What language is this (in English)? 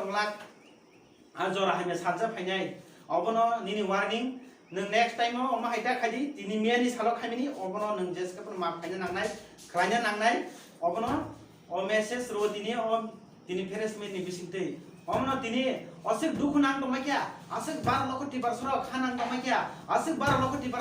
Kok Borok